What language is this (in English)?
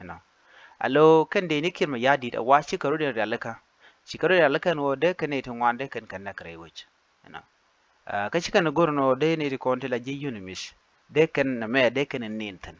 Nuer